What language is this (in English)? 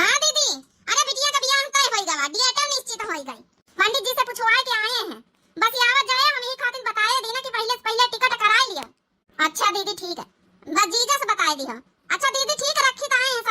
Awadhi